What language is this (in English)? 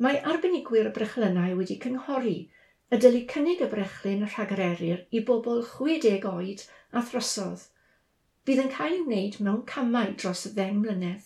Welsh